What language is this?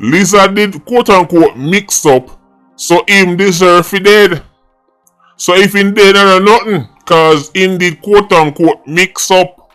Jamaican Creole English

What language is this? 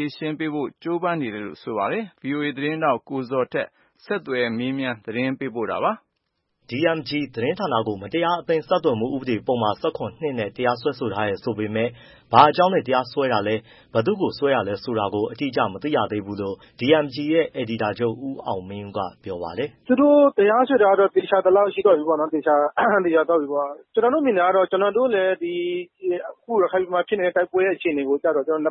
Burmese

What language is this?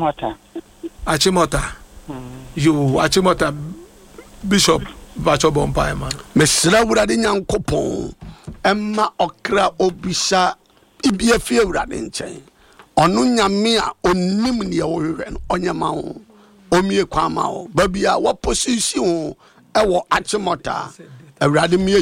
Akan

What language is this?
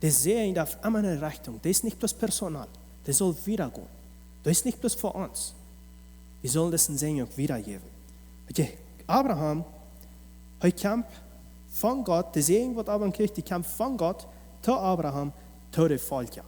Plautdietsch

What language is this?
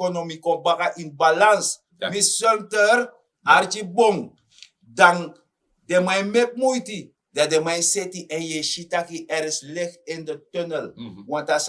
Sranan Tongo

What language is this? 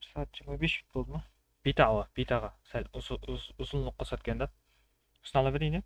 Kara-Kalpak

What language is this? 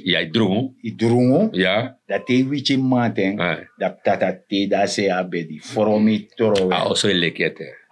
Sranan Tongo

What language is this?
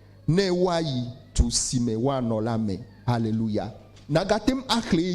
Ewe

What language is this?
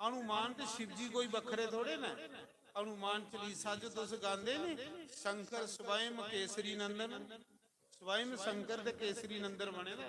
Dogri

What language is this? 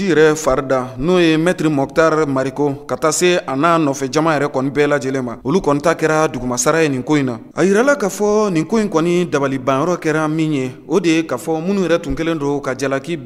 Bambara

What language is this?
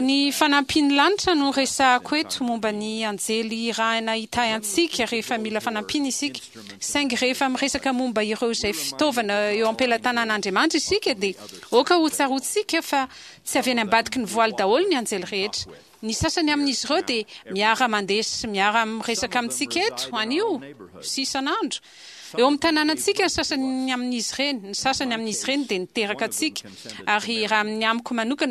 Malagasy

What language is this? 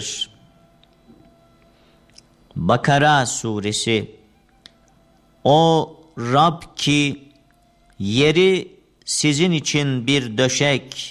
Turkish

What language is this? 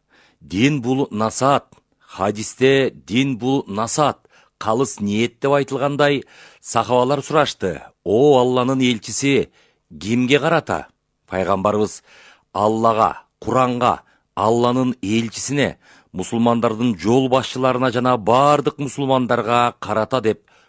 Kyrgyz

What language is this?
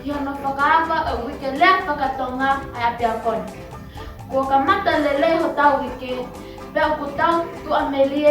Tongan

